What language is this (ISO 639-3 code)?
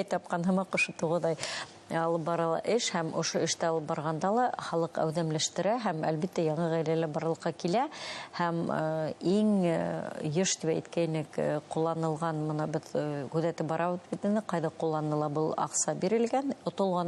bak